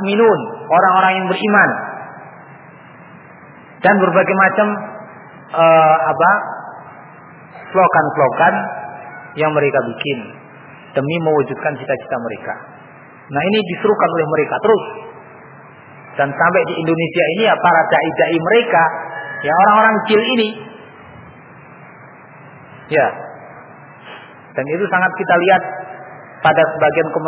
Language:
Indonesian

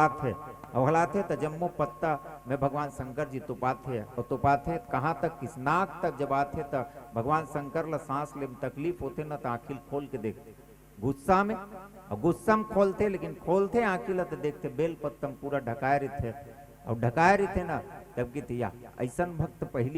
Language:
Chhattisgarhi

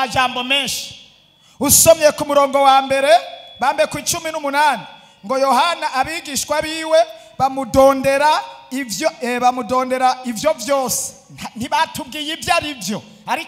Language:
Rundi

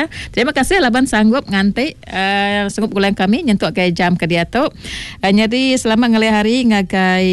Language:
Iban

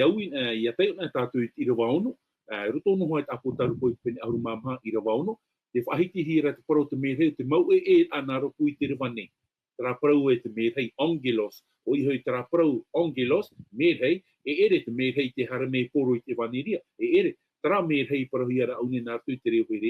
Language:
Tahitian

